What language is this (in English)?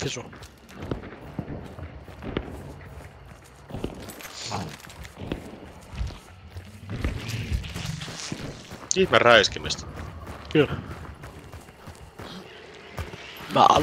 Finnish